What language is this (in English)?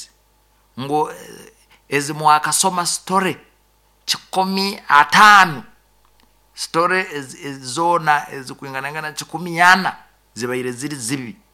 Nyoro